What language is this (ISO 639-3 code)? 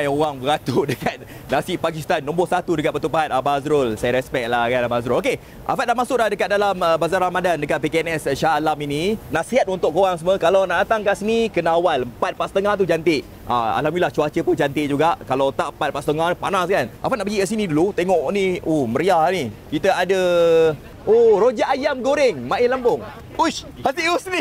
msa